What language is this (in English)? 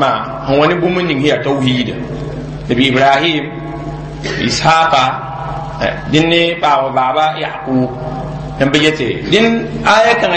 Mossi